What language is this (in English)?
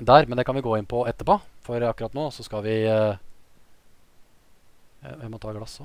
Norwegian